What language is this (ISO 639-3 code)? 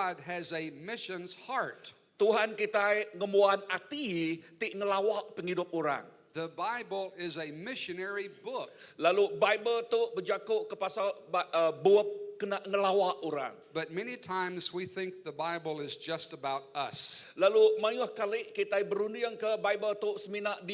iba